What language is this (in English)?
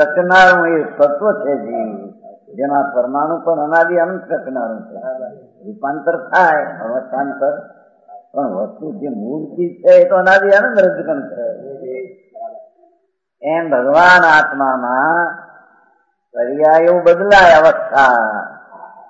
Gujarati